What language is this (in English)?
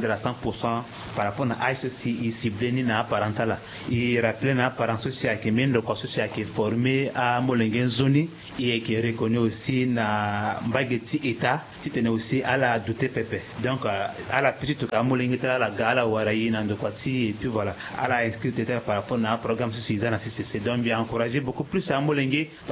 Sango